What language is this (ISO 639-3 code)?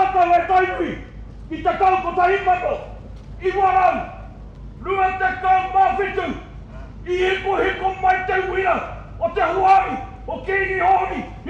mri